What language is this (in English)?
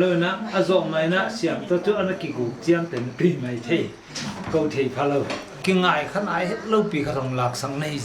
Paite Chin